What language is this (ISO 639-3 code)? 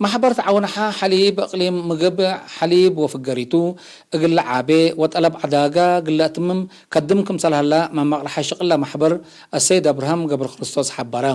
tig